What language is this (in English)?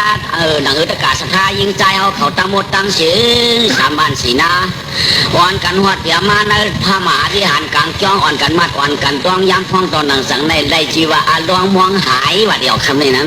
Shan